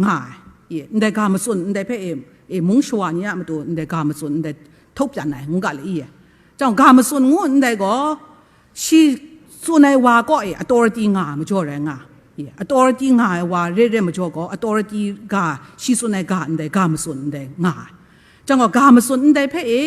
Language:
Kachin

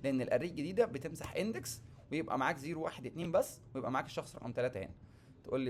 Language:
Egyptian Arabic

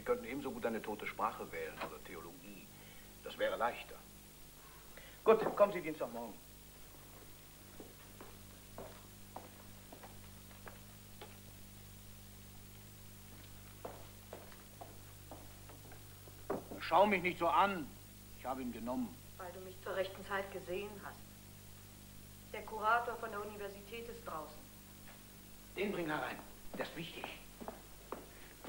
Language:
German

